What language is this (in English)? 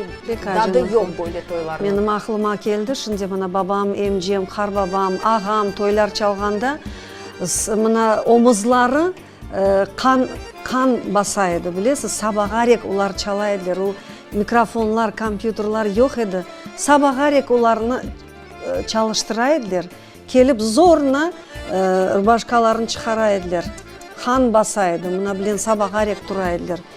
Crimean Tatar